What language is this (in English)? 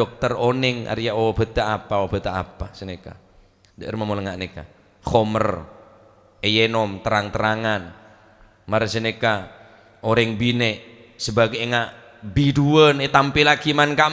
Madurese